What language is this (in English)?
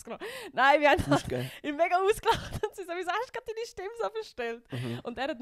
Swiss German